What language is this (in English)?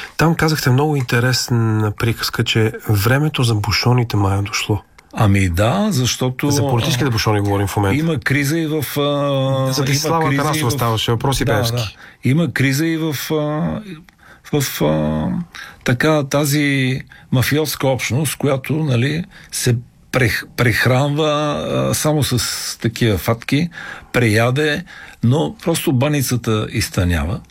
Bulgarian